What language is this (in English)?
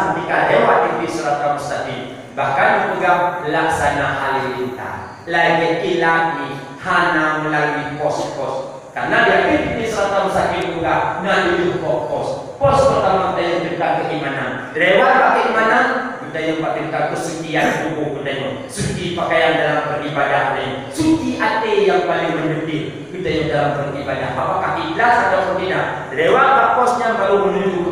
Achinese